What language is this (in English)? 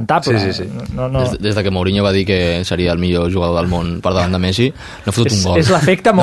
Catalan